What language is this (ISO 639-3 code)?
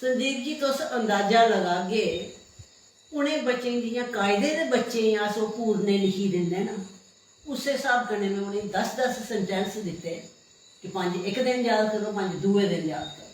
doi